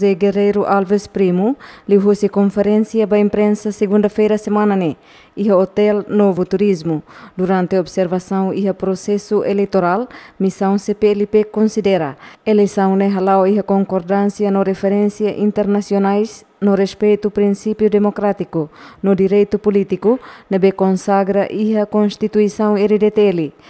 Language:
Tetum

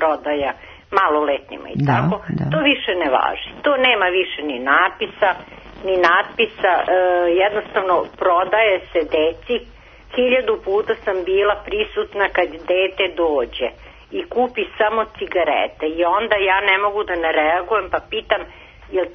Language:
Serbian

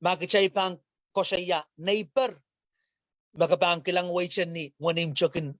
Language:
Pohnpeian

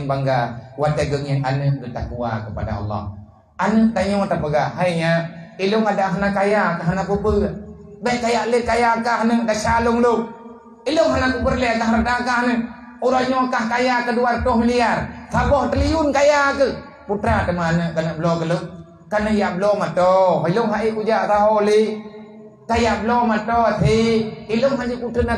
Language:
Achinese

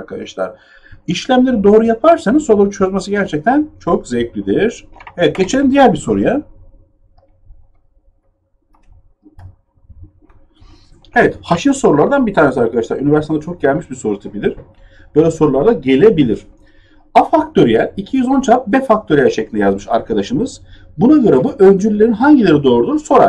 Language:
Turkish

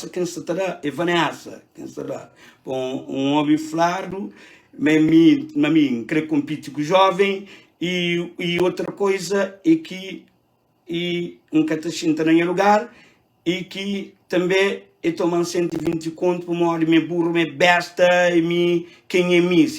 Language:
Kabuverdianu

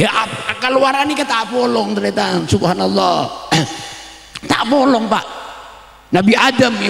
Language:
Madurese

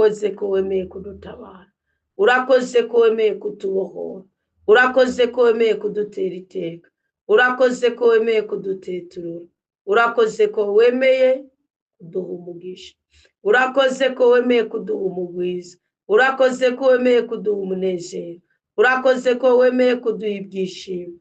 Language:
Rundi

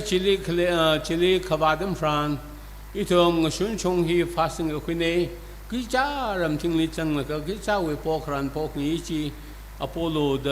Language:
Tangkhul Naga (India)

